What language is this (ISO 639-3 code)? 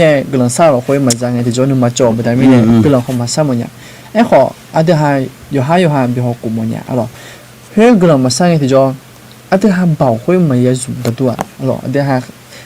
ahk